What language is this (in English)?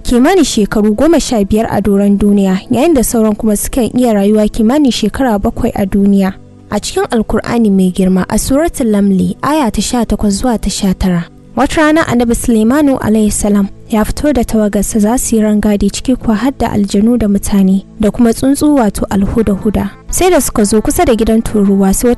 Hausa